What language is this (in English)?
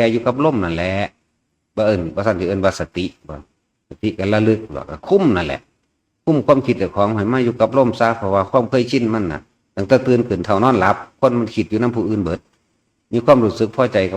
Northeastern Thai